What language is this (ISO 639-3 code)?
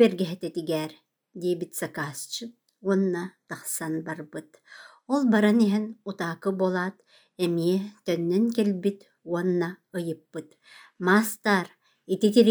sah